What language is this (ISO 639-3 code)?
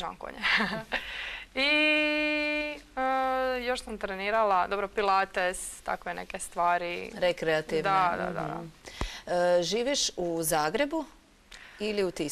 hrv